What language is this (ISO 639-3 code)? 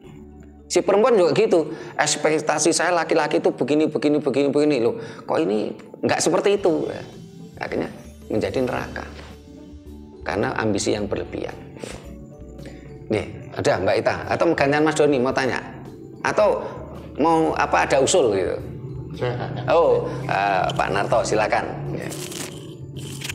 ind